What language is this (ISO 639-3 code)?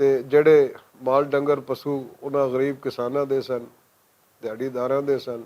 lah